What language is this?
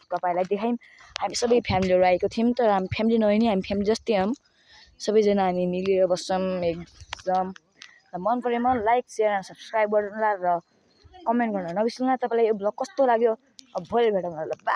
Nepali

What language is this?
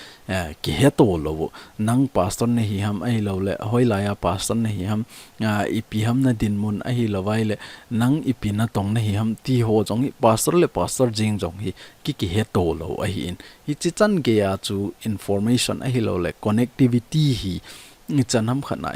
Thado Chin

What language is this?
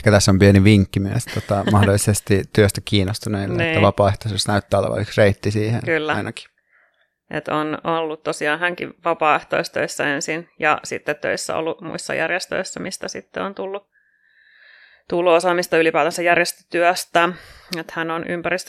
Finnish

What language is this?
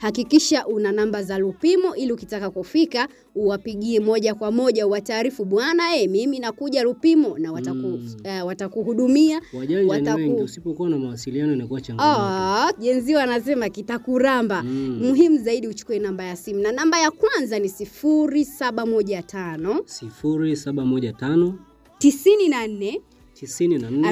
Swahili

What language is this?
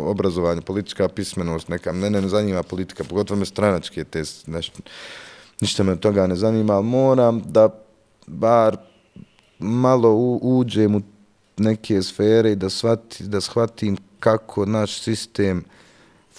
Bosnian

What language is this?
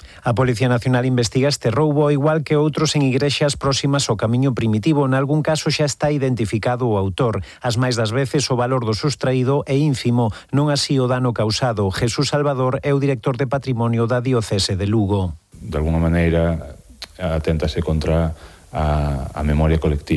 Galician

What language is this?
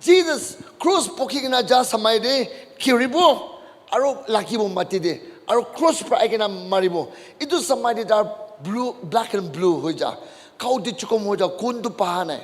Naga Pidgin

